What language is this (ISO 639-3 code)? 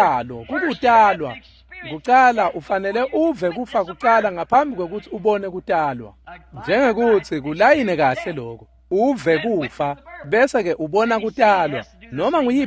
ssw